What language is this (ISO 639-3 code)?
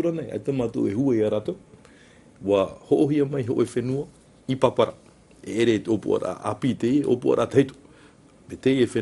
tah